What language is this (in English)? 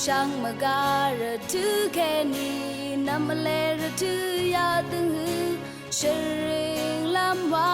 Rawang